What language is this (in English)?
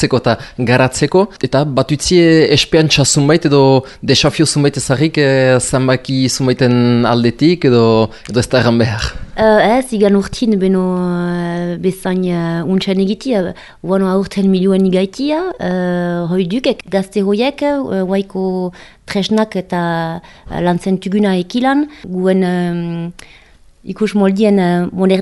Basque